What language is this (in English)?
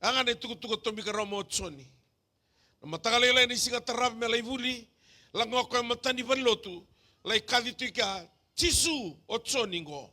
Fijian